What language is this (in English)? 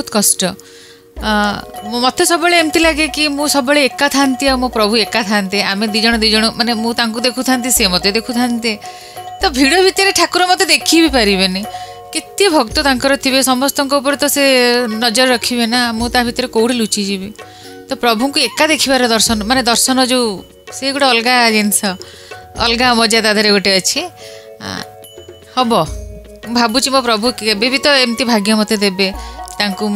Odia